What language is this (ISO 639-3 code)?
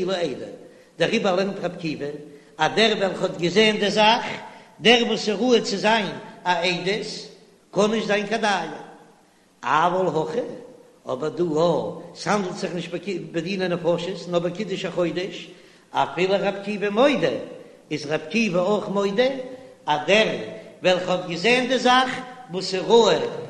yid